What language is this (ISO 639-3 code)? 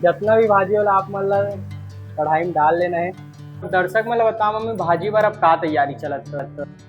hne